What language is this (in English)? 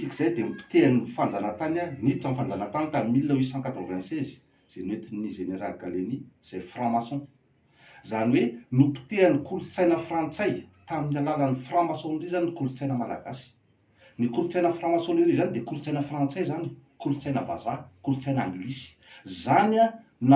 Malagasy